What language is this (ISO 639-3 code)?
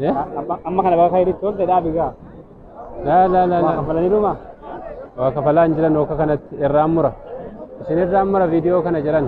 orm